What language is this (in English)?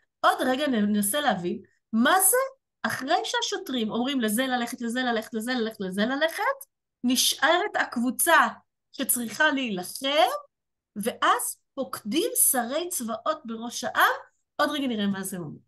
Hebrew